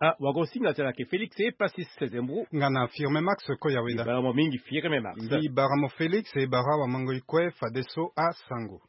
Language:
Sango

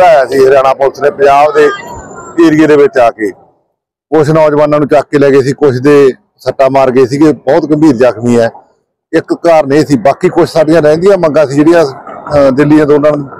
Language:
Punjabi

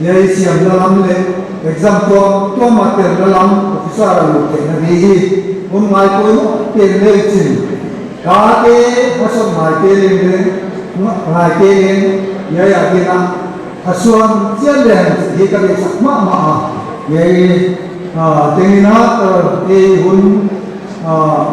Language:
Paite Chin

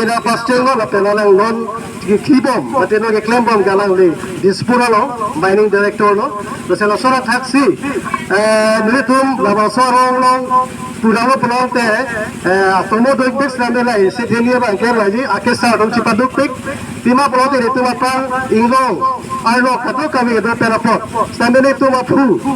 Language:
Karbi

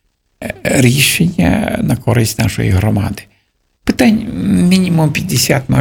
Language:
Ukrainian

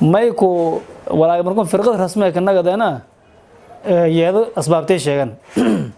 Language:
Somali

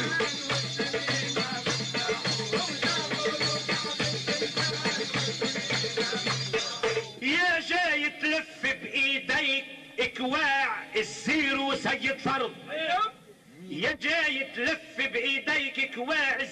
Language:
North Levantine Arabic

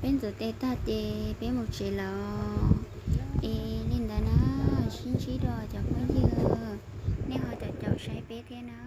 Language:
Hmong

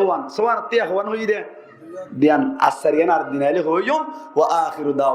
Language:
Rohingya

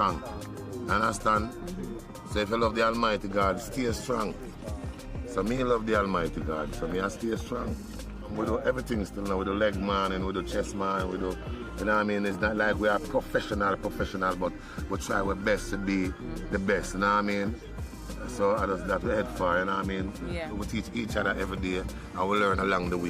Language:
Jamaican Creole English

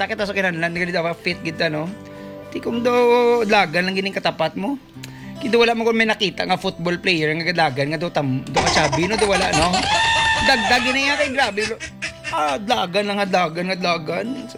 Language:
Hiligaynon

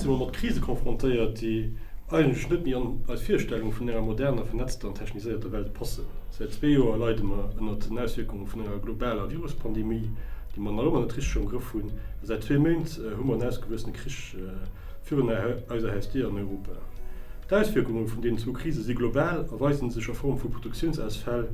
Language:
Luxembourgish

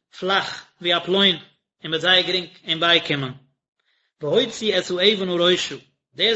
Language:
Yiddish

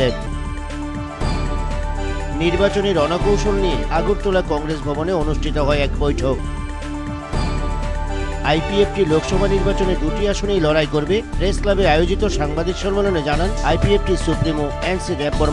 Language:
Bangla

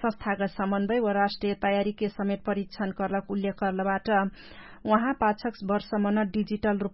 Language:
Dangaura Tharu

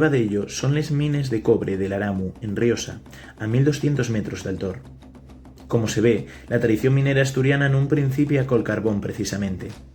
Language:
Asturian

